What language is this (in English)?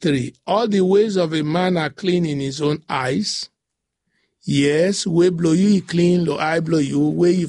Bislama